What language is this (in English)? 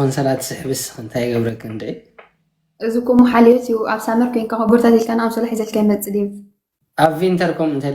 Tigrinya